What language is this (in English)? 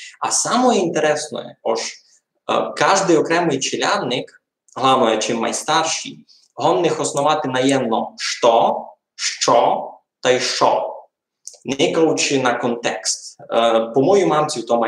Rusyn